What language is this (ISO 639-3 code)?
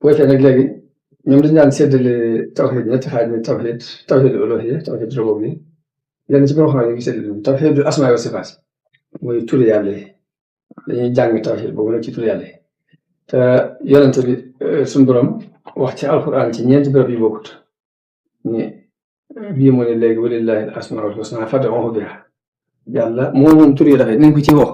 wol